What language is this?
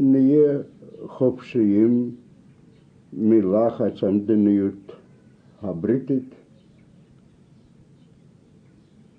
Hebrew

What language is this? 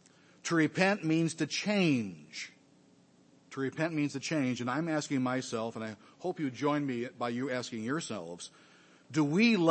English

